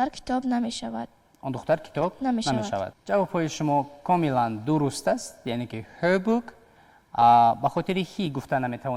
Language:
Tajik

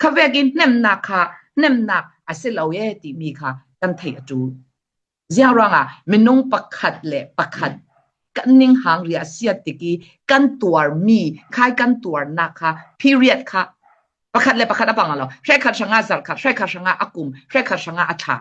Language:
Falam Chin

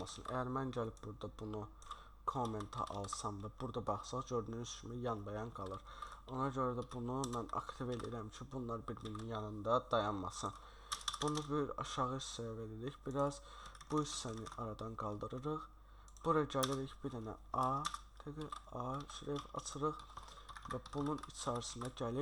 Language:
Azerbaijani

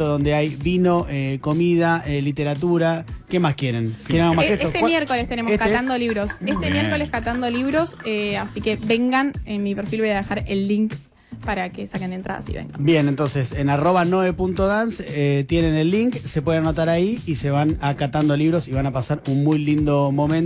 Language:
Spanish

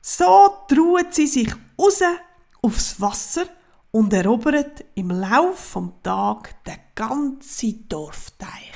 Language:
Swiss German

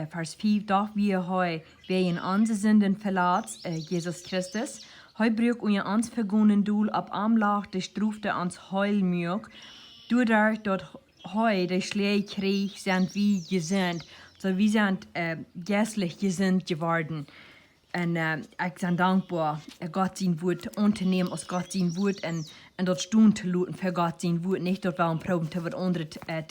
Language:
Plautdietsch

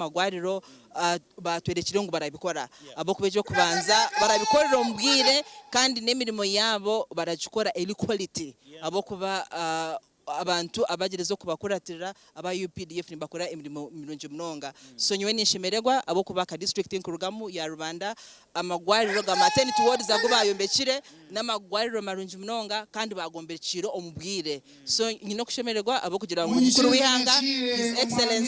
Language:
Nyankole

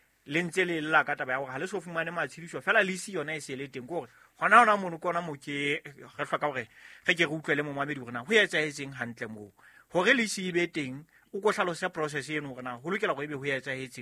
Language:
Southern Sotho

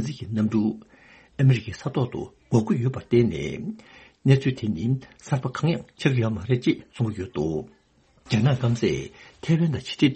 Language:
Tibetan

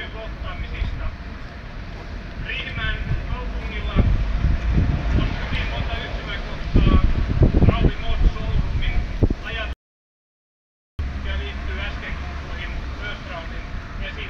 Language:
Finnish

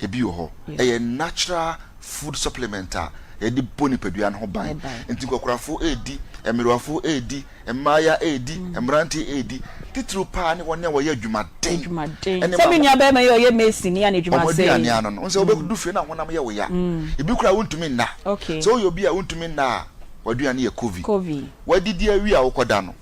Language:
Akan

